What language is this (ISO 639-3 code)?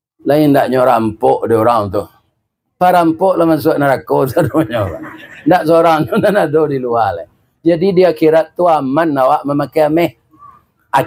min